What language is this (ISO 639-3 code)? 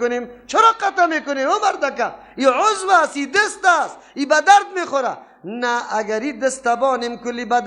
fas